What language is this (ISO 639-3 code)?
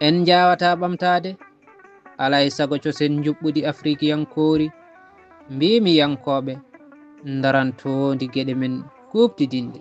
ful